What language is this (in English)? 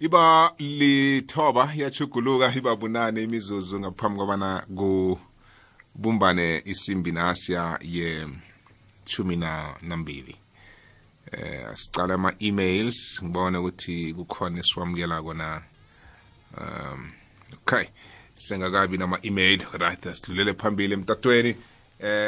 South Ndebele